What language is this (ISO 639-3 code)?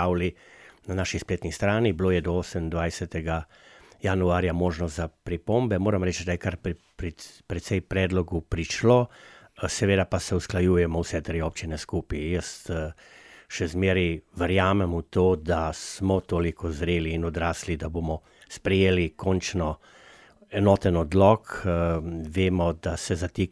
slv